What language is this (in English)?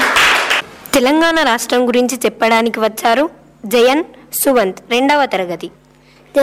Telugu